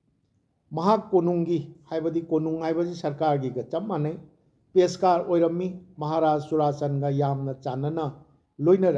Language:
Manipuri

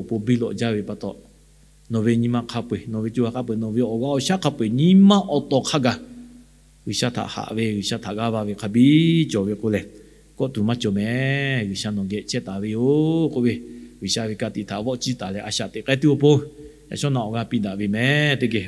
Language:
Lahu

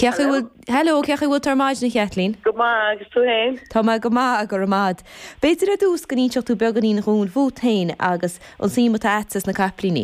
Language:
Irish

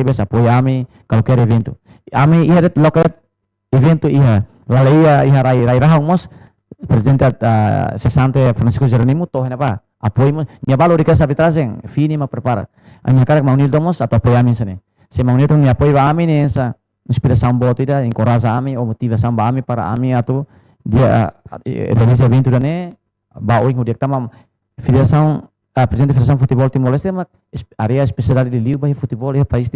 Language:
Tetum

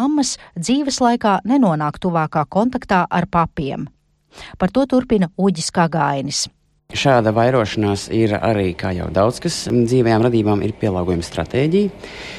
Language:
Latvian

